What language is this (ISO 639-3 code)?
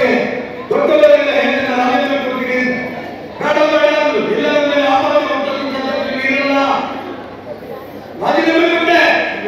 kan